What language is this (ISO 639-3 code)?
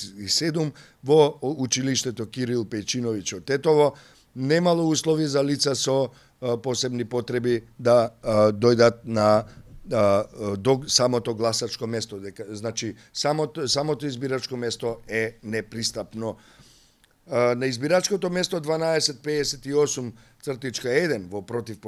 mkd